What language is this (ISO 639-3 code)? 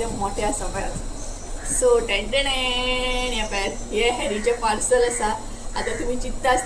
kok